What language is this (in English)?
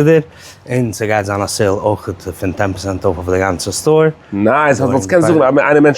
Yiddish